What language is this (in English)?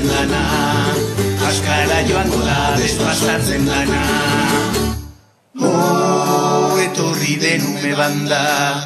Basque